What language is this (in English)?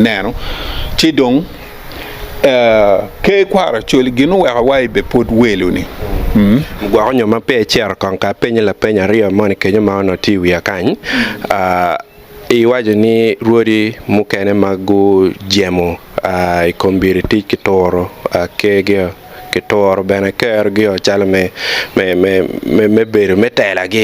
Acoli